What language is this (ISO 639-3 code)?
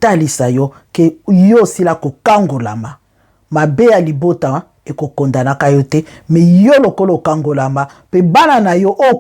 lin